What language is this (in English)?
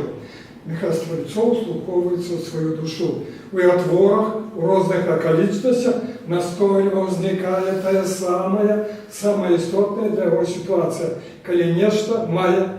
Belarusian